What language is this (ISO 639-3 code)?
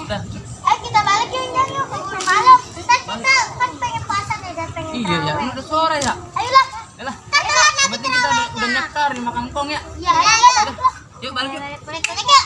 bew